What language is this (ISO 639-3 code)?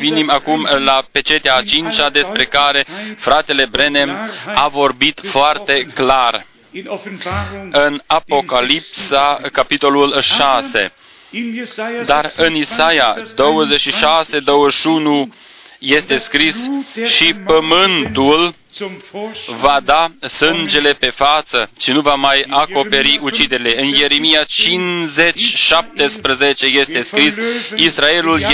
ron